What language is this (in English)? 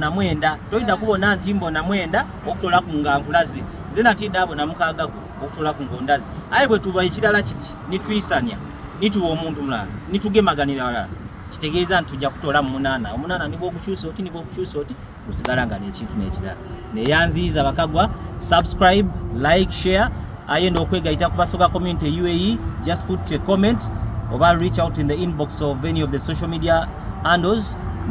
Soga